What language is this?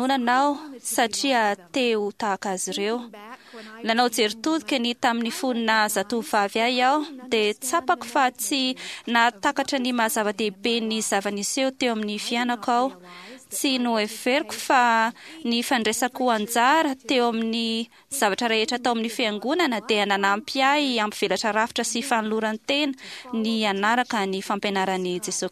Malagasy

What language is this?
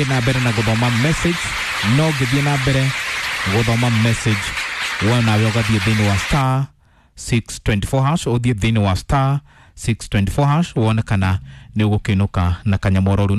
Kikuyu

